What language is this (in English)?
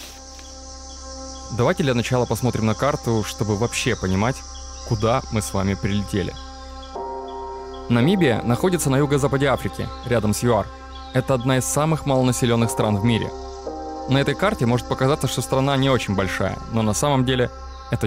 Russian